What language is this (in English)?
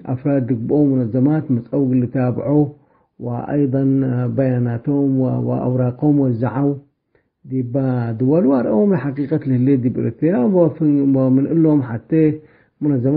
Tigre